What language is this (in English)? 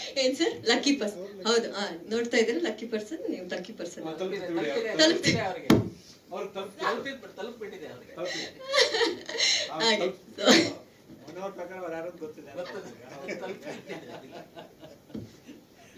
Kannada